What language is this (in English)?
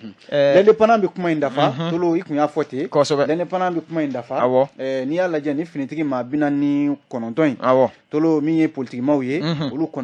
Bambara